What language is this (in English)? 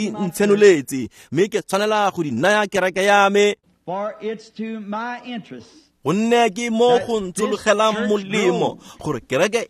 Tswana